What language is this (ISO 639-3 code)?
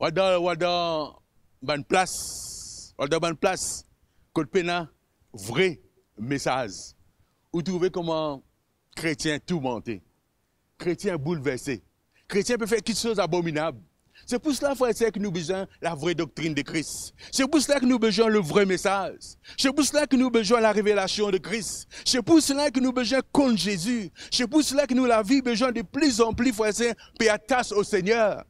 mfe